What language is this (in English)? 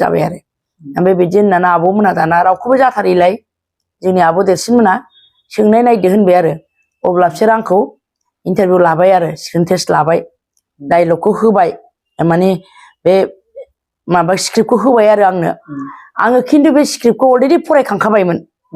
Bodo